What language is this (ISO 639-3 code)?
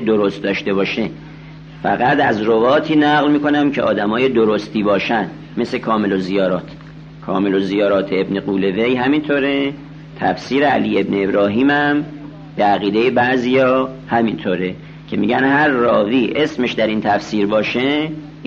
fas